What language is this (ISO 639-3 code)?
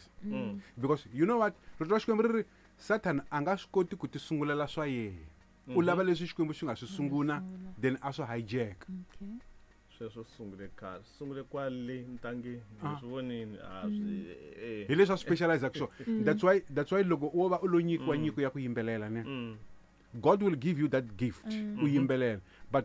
tso